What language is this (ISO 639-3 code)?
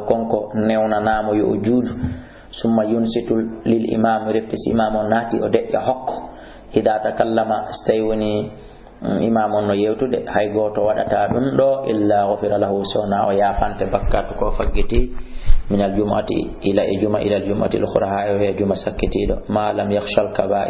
ful